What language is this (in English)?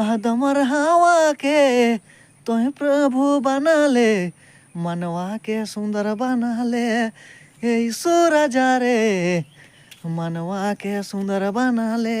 Sadri